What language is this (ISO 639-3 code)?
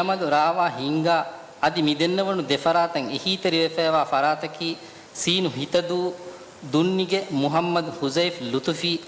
div